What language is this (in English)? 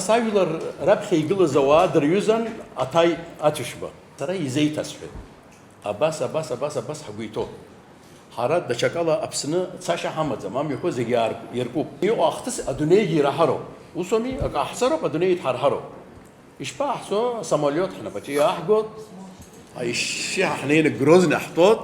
Abkhazian